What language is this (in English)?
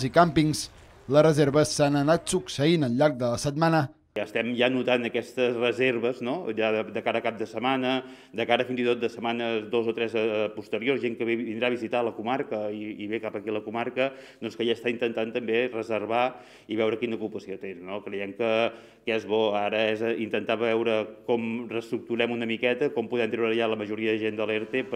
Catalan